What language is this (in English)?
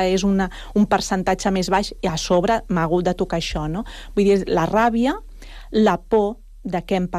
Catalan